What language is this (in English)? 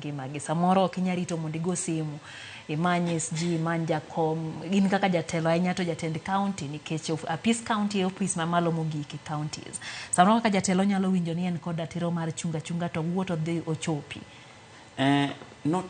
Luo (Kenya and Tanzania)